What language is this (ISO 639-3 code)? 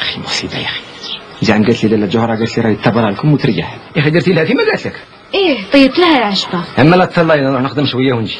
arq